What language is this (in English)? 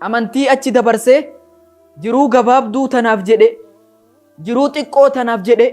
Oromo